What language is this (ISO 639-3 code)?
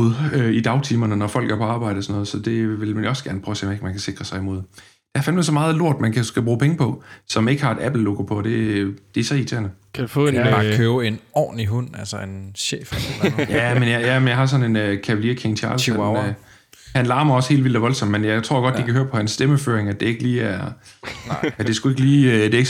dan